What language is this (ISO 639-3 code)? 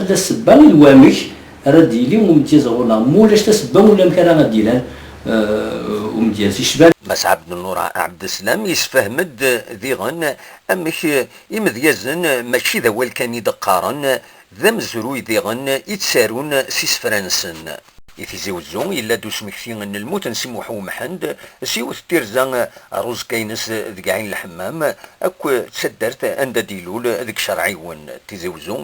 kab